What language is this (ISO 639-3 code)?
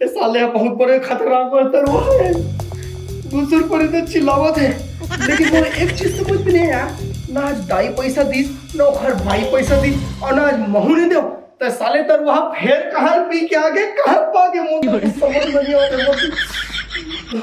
hne